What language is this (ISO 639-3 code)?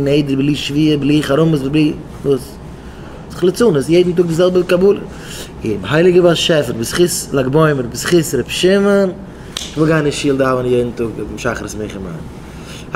yid